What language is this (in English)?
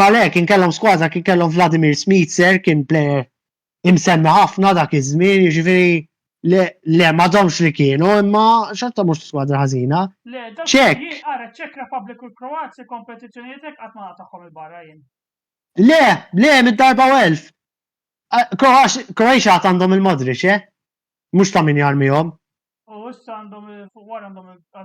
Maltese